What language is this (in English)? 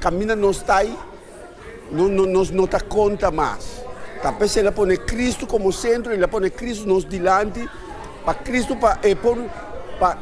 Papiamento